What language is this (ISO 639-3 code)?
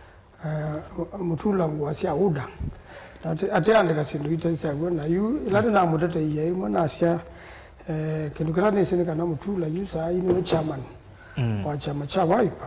kam